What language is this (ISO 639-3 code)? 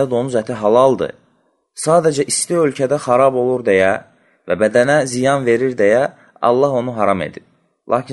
aze